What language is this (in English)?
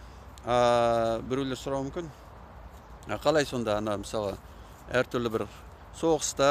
Kazakh